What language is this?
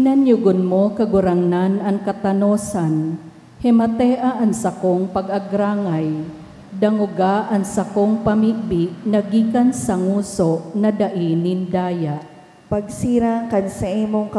Bikol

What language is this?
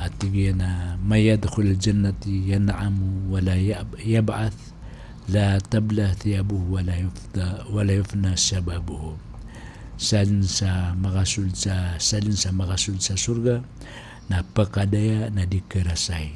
Maranao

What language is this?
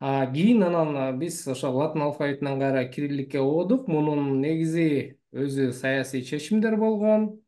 Kyrgyz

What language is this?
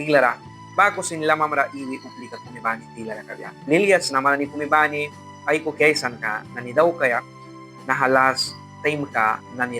Mískito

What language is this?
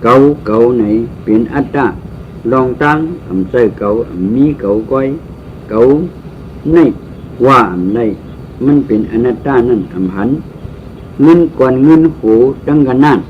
Shan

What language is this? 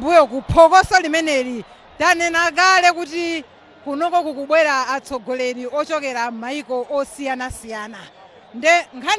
Nyanja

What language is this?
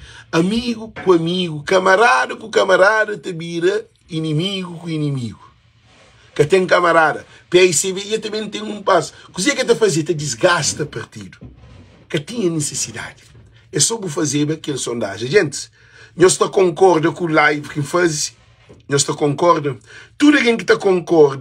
Kabuverdianu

